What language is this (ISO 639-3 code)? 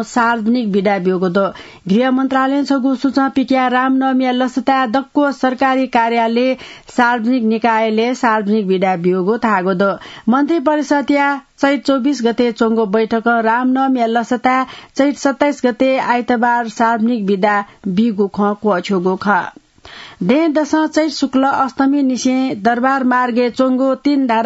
new